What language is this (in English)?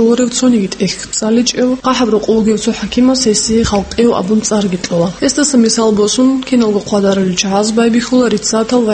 Avaric